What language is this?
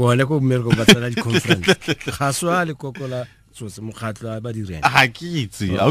Tswana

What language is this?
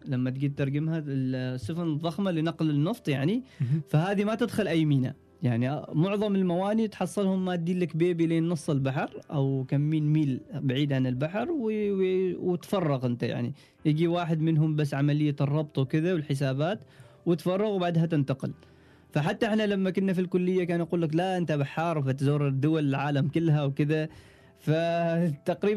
Gulf Arabic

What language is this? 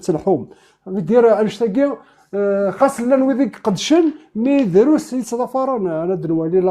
Kabyle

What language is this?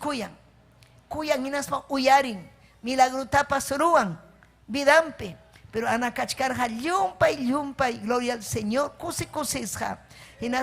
Ayacucho Quechua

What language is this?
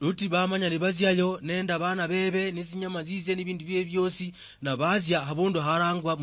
Luyia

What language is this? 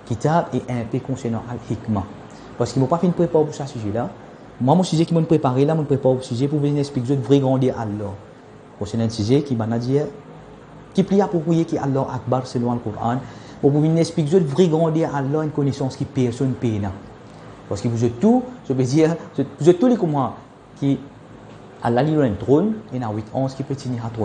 Morisyen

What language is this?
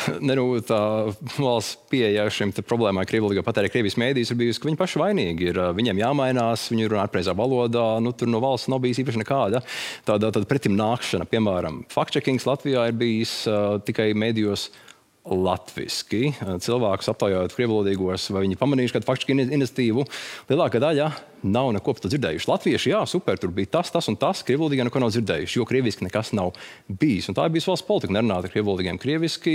Latvian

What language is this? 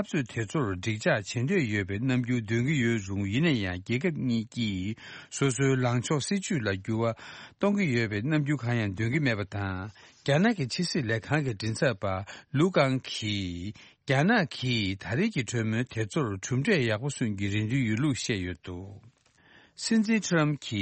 Tibetan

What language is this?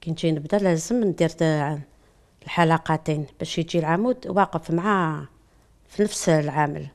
Algerian Arabic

